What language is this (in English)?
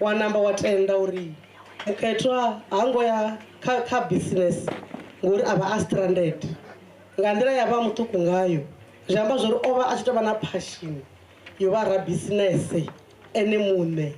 Venda